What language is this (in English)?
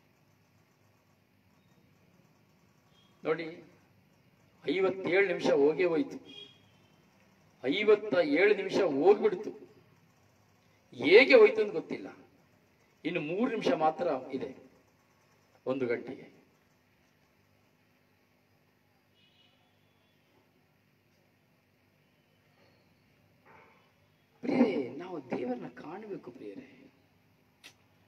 Kannada